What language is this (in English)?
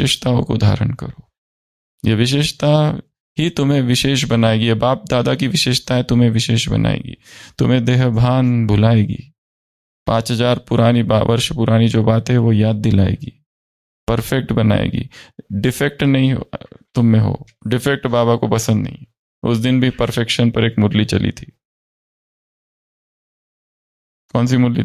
Hindi